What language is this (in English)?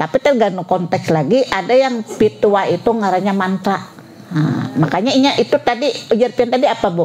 Banjar